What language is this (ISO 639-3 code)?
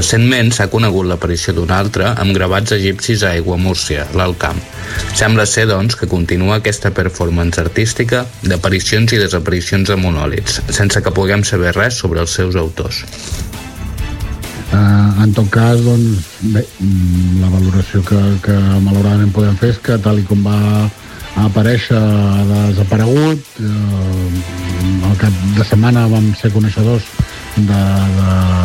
cat